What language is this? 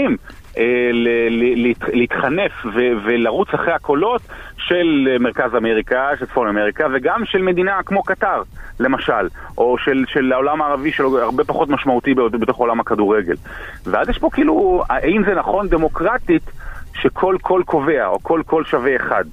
Hebrew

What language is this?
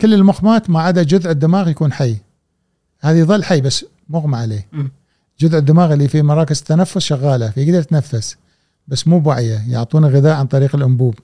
Gulf Arabic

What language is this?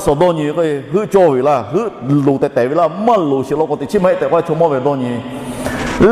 Lahu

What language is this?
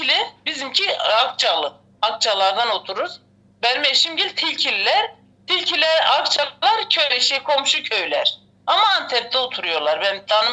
Turkish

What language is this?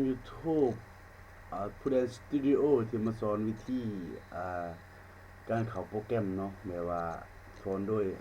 Lao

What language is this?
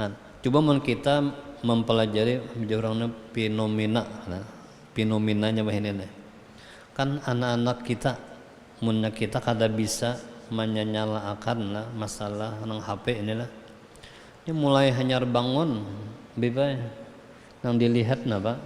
Banjar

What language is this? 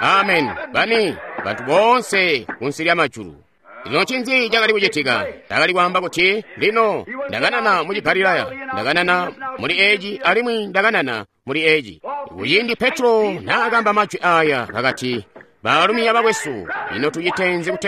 Tonga (Zambia)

